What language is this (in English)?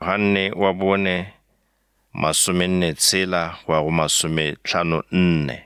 Northern Sotho